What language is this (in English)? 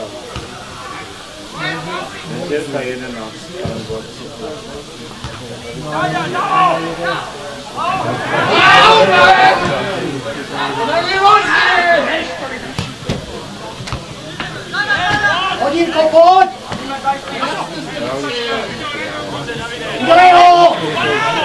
Czech